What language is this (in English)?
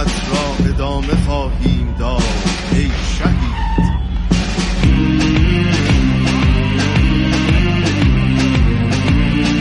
Persian